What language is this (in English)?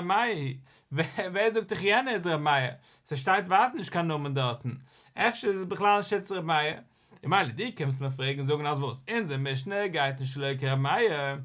Yiddish